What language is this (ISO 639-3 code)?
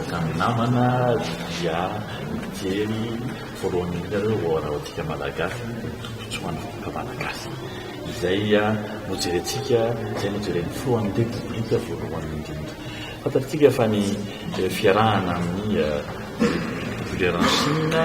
mlg